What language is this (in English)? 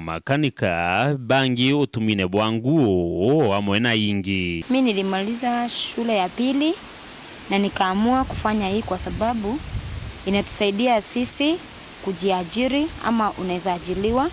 Meru